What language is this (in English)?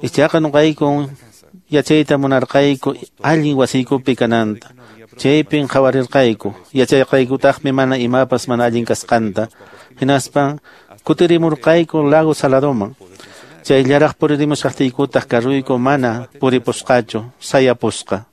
Quechua